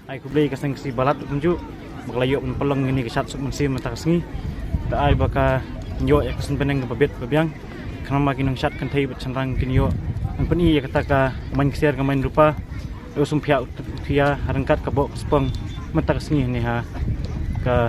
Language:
Khasi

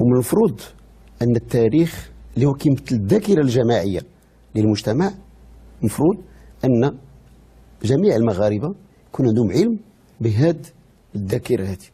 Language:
Moroccan Arabic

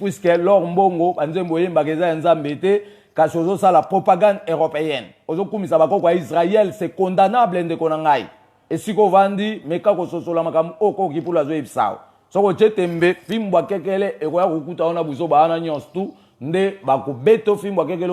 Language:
Lingala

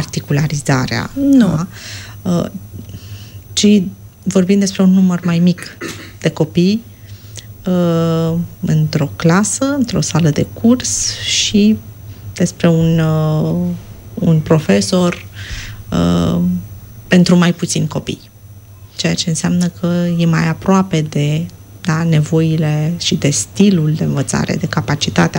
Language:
Romanian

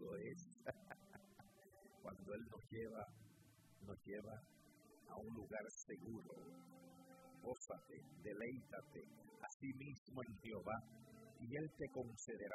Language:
Spanish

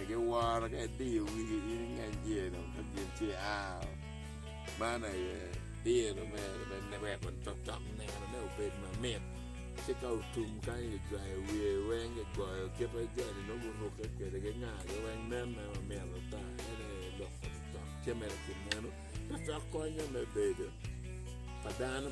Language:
Acoli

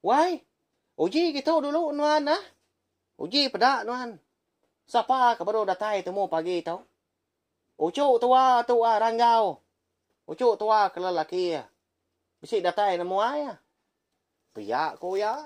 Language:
Iban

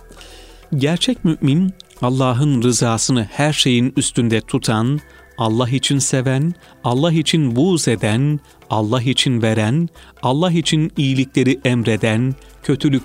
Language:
Turkish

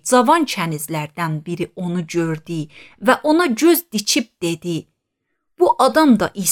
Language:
Azerbaijani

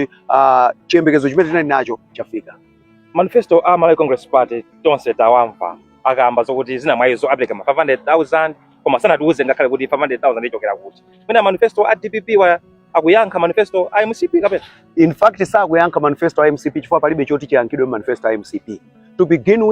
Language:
Nyanja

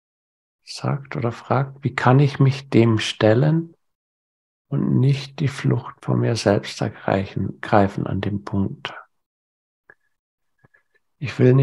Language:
German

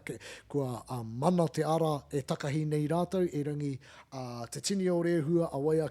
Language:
Māori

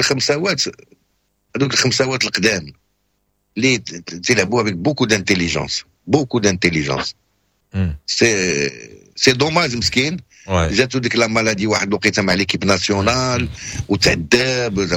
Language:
Moroccan Arabic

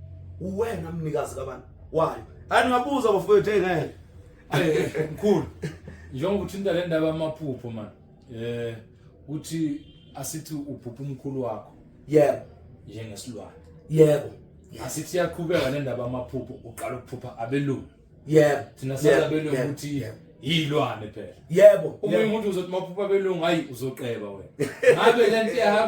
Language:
Zulu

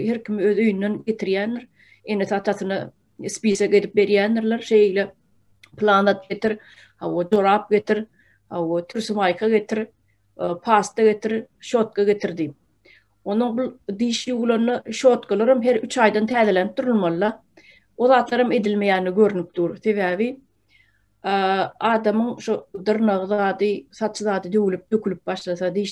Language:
Turkmen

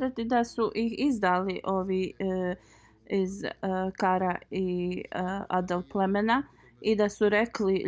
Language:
Bosnian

